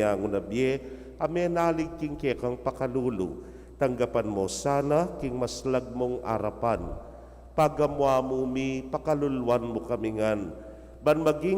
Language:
Pampanga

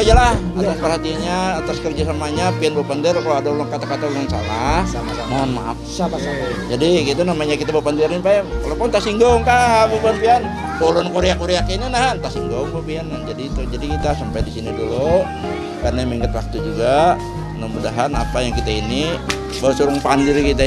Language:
Banjar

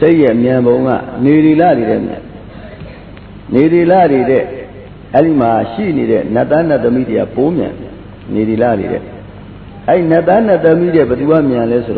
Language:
Burmese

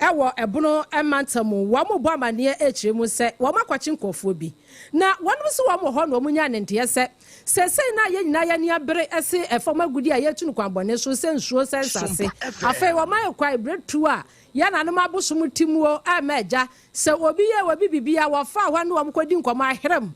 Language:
Akan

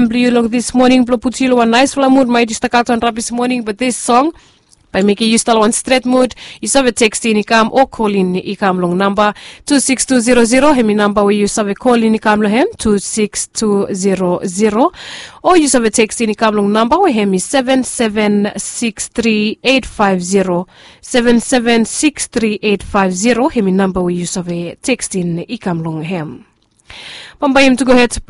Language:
Bislama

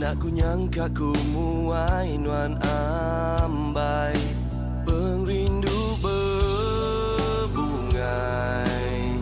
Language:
Iban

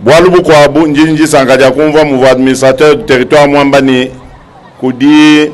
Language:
Luba-Lulua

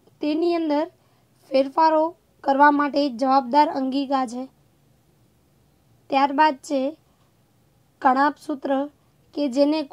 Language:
Gujarati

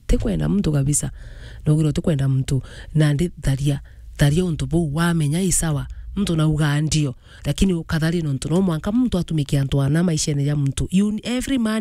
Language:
Meru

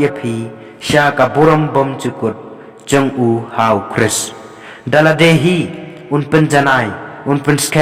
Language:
Khasi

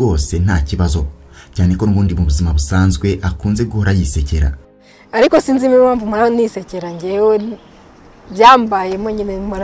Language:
Kinyarwanda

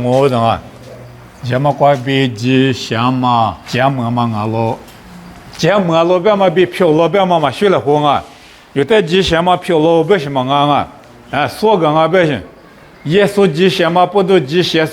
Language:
Lisu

